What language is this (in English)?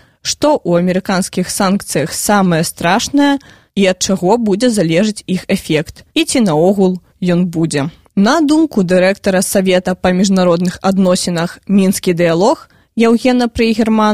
Belarusian